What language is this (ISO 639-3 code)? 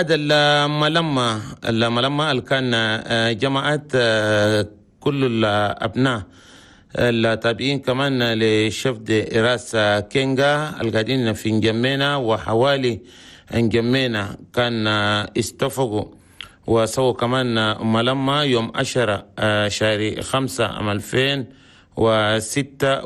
shu